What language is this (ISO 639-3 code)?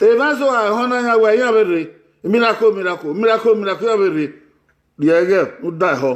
bin